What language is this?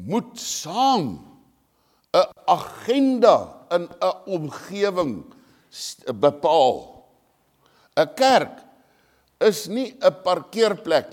Afrikaans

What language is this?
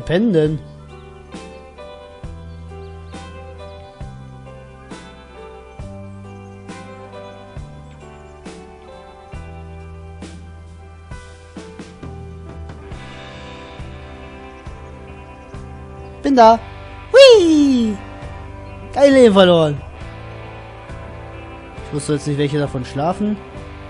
German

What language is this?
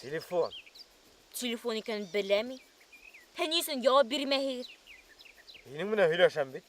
Bashkir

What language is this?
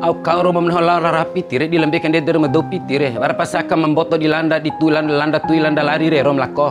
Bima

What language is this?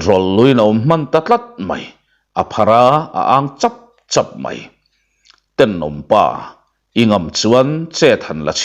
Mizo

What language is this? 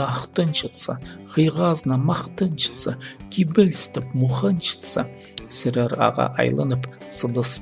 Khakas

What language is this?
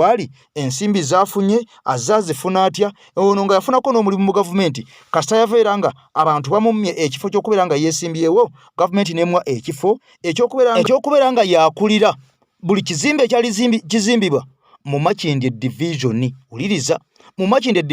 Ganda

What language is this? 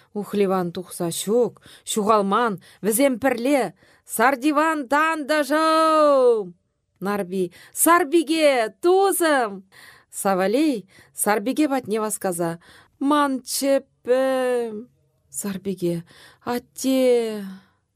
Chuvash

